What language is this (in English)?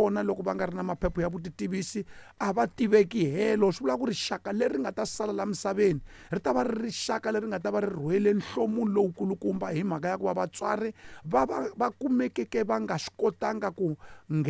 Tsonga